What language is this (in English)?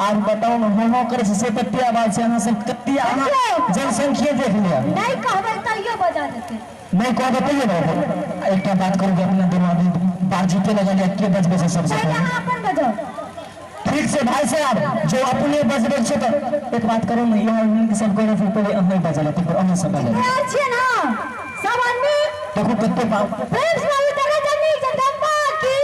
Maithili